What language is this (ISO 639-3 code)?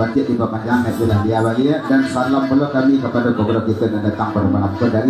min